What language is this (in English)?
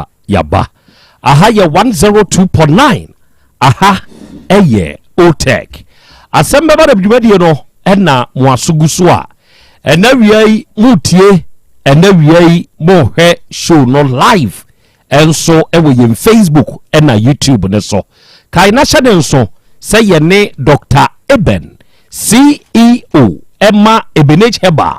Akan